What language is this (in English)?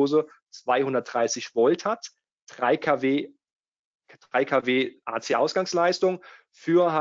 German